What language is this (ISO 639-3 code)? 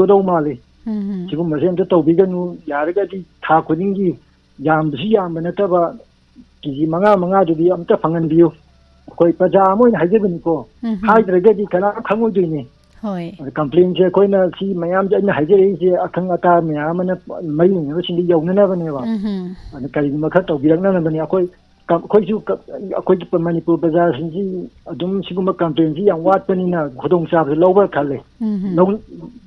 mni